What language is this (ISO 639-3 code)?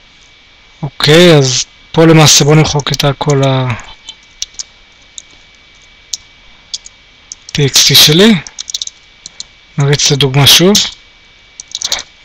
heb